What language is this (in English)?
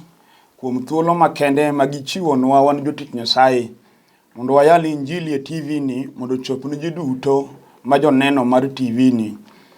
Luo (Kenya and Tanzania)